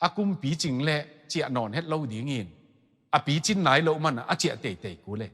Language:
Tedim Chin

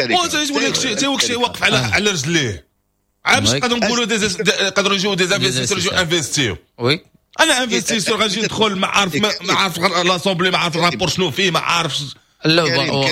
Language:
Moroccan Arabic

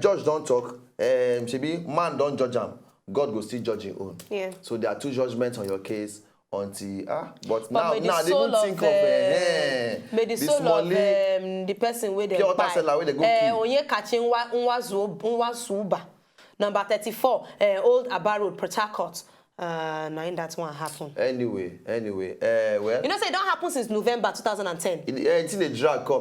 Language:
Nigerian Pidgin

